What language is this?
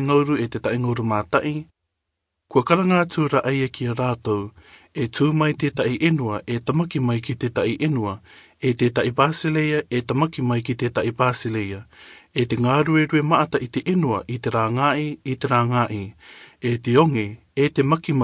Rarotongan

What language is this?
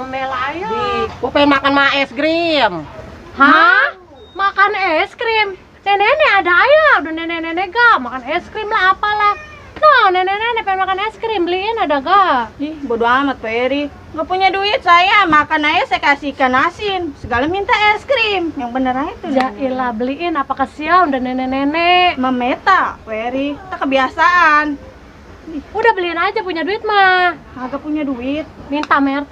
Betawi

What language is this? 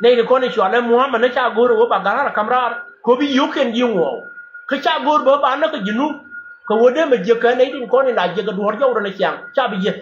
Nuer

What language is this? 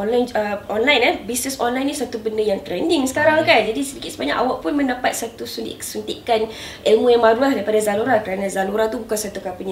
Malay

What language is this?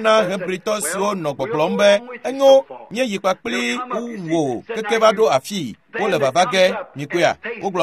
Ewe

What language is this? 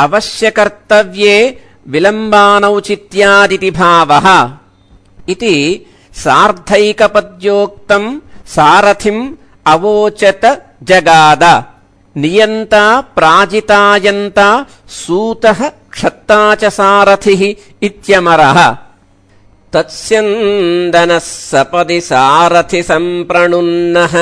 Sanskrit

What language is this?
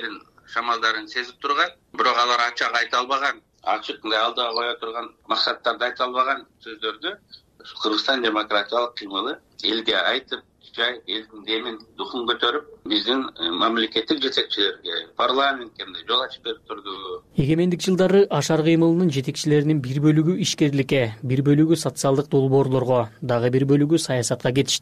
Kyrgyz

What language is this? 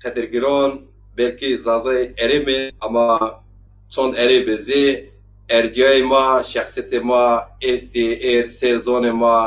Zaza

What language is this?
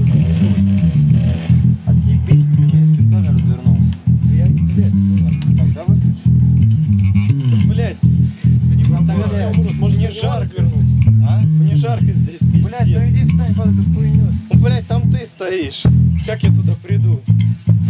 Russian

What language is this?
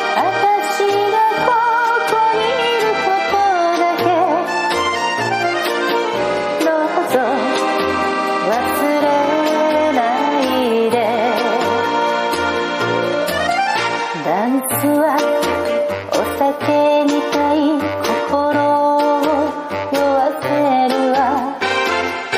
Japanese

